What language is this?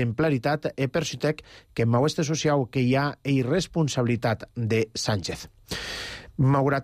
Catalan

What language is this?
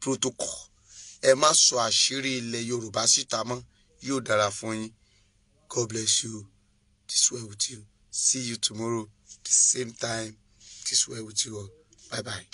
Yoruba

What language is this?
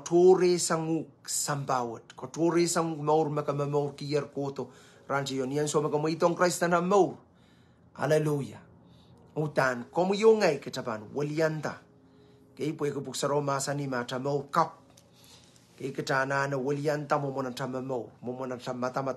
Pohnpeian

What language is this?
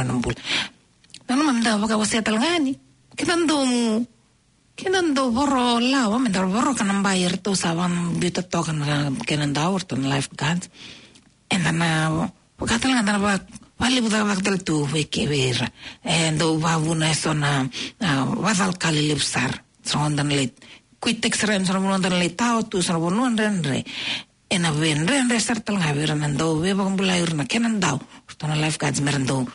Fijian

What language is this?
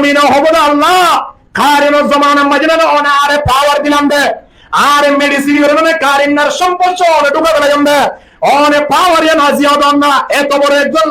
Rohingya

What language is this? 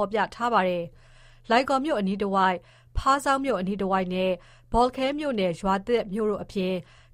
Burmese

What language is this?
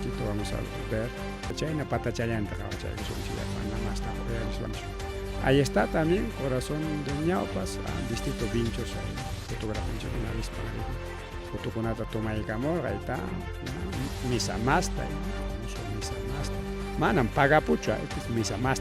Ayacucho Quechua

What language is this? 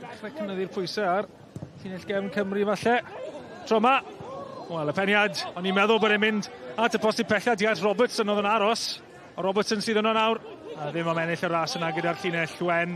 Welsh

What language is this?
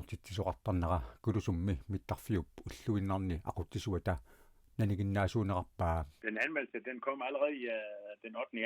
Kalaallisut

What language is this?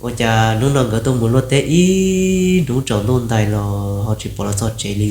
Hmong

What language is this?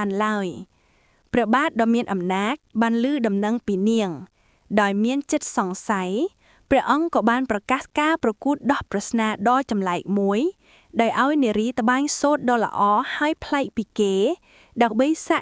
Khmer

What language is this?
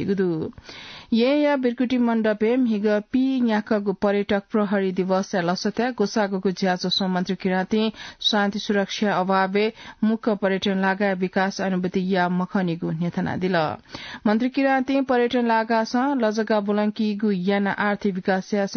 Newari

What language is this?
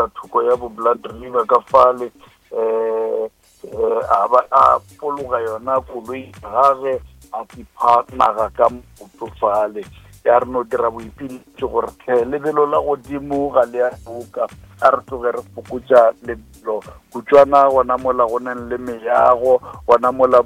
Northern Sotho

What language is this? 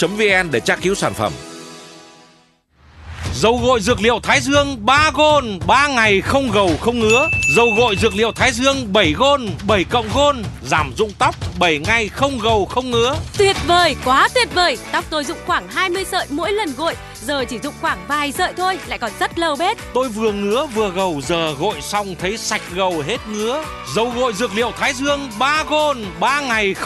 Vietnamese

